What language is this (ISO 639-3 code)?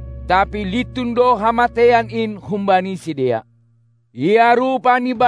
bts